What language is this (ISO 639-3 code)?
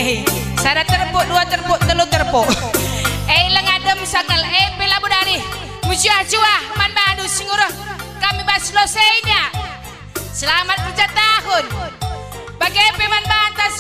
btx